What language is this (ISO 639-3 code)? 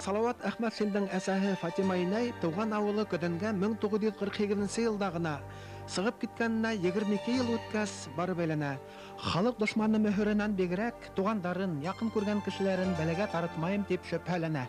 bak